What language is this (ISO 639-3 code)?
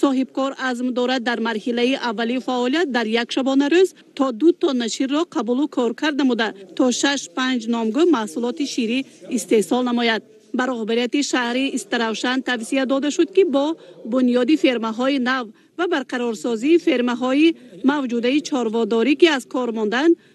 tgk